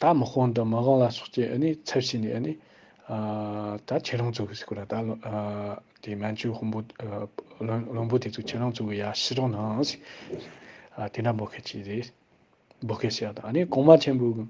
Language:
Tibetan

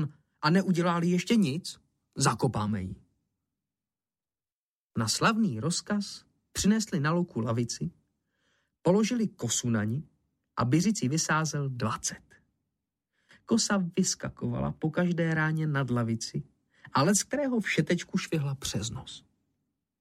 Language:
Czech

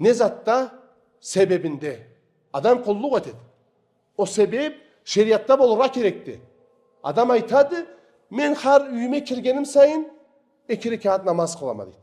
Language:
Karachay-Balkar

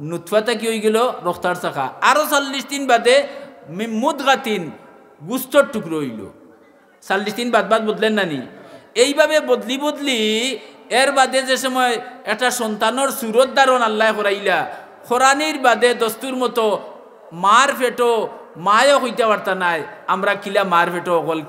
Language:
Sylheti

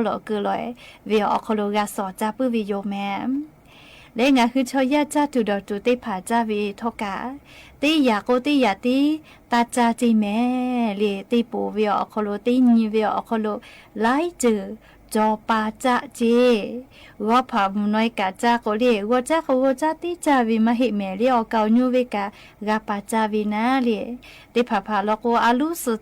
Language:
Lahu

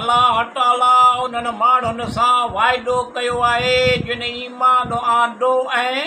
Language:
Sindhi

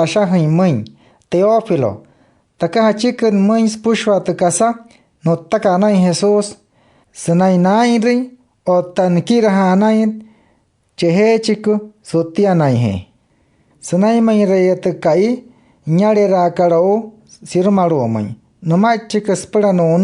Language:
Wayuu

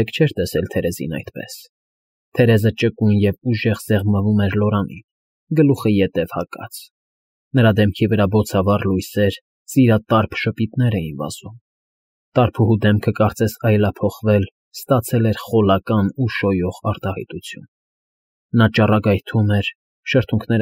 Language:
Armenian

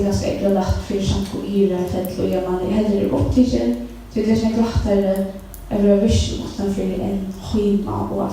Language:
Faroese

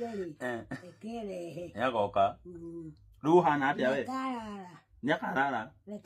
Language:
Kikuyu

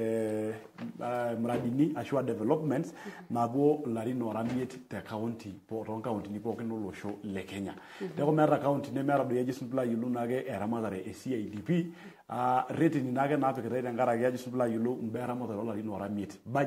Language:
Masai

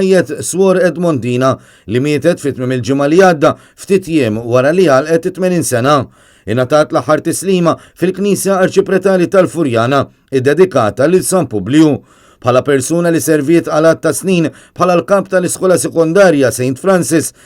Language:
Maltese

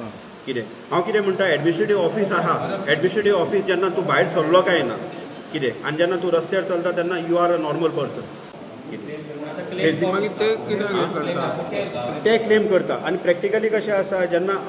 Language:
Konkani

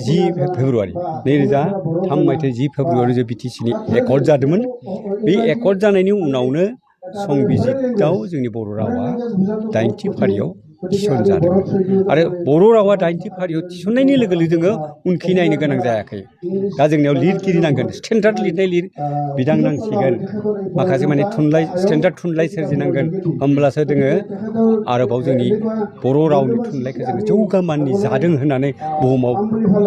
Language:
Bodo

